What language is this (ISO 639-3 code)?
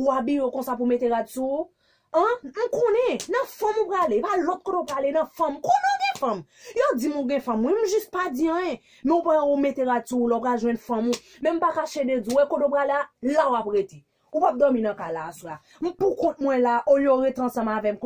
hat